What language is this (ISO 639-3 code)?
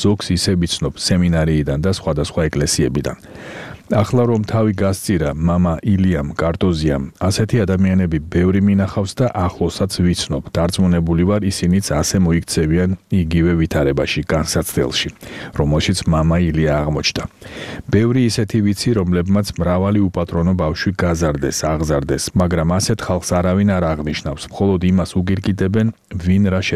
kat